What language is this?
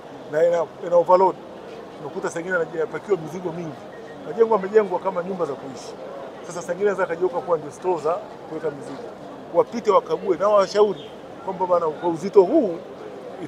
Swahili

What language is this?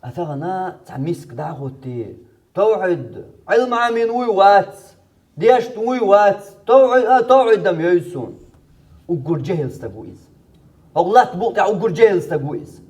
Chechen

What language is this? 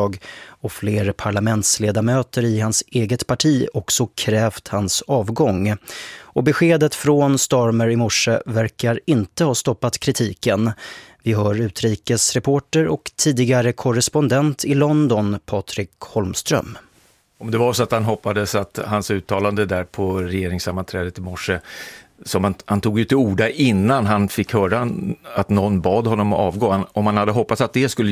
Swedish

